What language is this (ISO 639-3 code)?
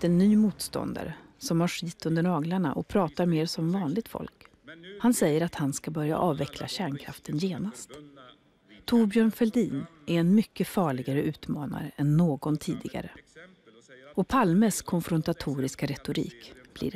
swe